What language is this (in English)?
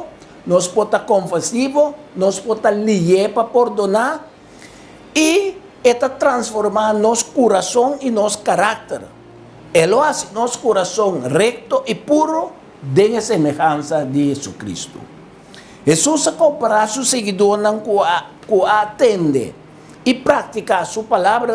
Papiamento